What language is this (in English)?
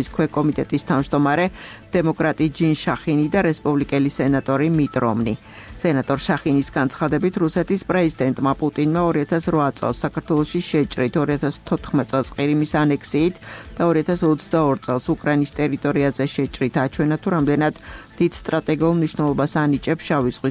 Georgian